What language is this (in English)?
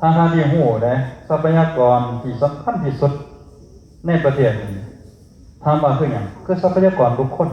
Northeastern Thai